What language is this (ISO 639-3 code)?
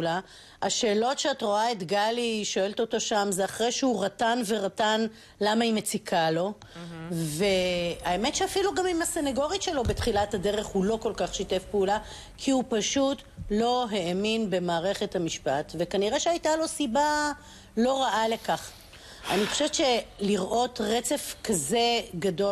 heb